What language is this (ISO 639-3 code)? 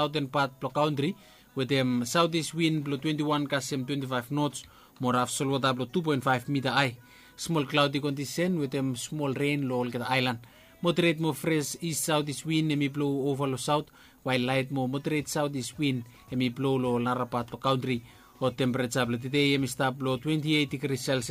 bis